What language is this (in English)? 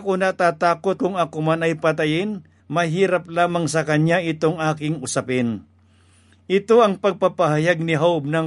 Filipino